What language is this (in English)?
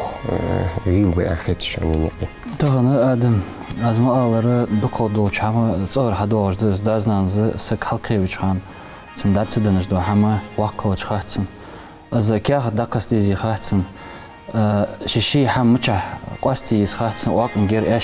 Ingush